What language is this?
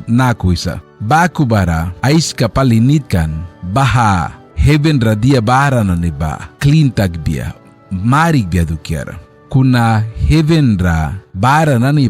Mískito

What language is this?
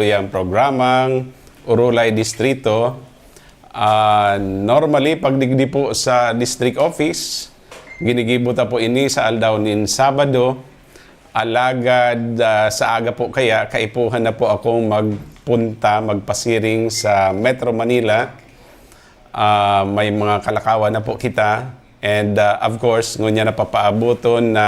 Bikol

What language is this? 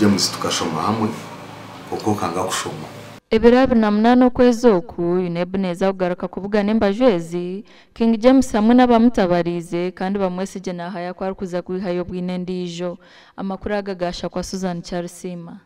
Nyankole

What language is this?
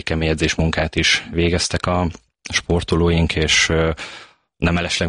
Hungarian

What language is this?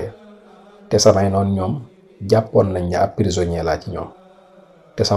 Wolof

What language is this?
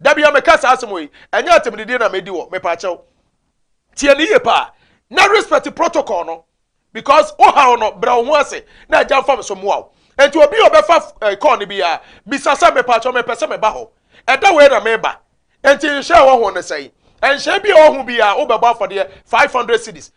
Akan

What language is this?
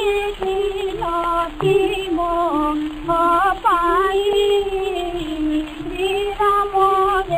Odia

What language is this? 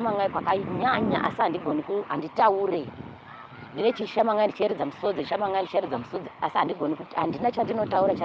Shona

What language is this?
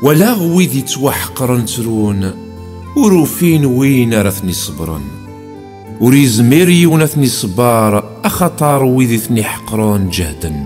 Kabyle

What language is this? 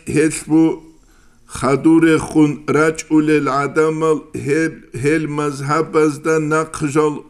Avaric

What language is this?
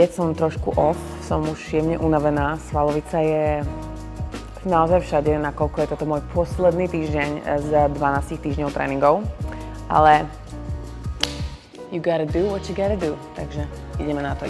Slovak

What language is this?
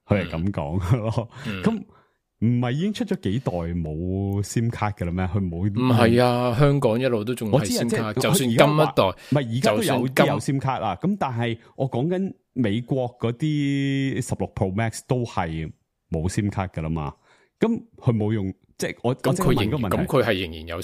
Cantonese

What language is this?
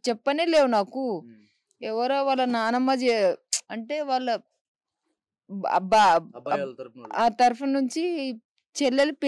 Telugu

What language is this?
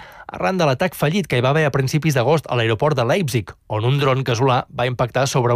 Catalan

